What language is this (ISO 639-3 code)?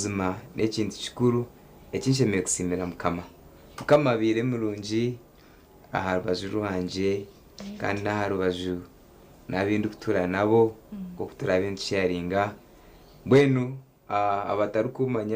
nyn